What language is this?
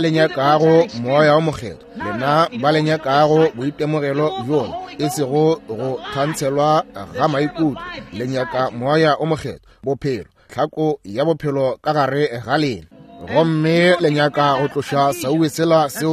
Northern Sotho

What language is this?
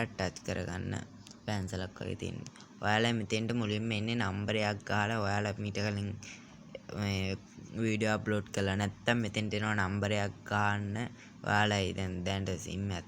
Sinhala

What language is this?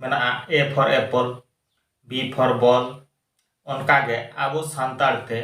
Santali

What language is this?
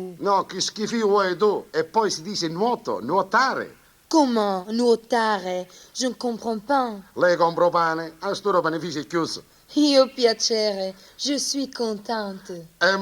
Neapolitan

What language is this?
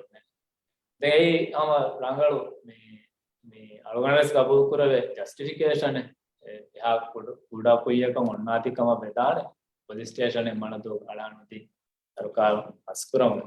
Divehi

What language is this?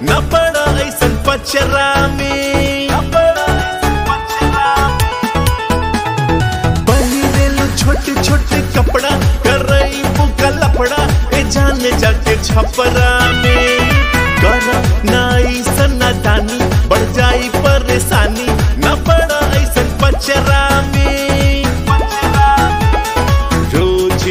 Bhojpuri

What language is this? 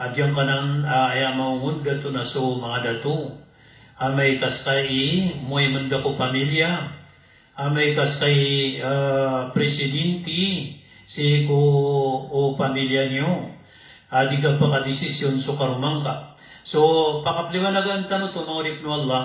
Maranao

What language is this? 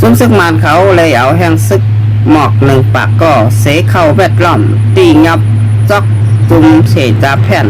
Shan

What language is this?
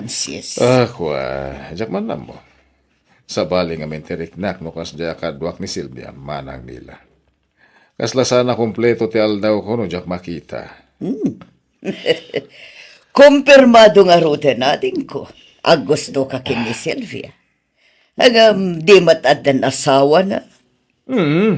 Iloko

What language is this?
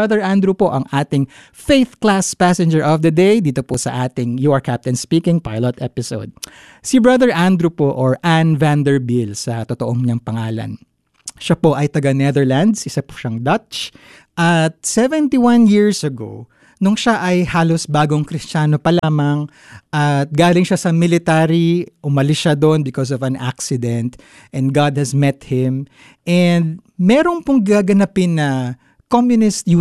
Filipino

